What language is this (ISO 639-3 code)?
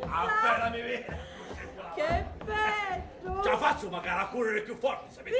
scn